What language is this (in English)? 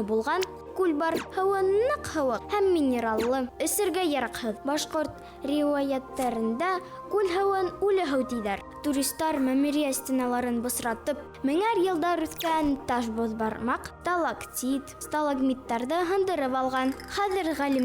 Bashkir